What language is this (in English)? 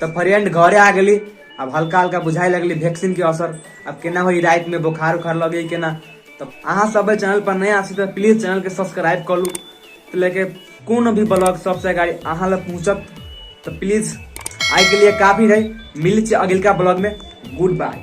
Maithili